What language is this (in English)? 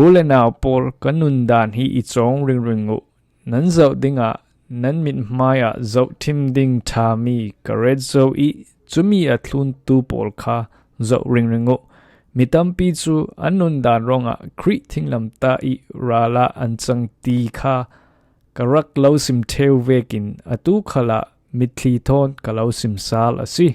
Falam Chin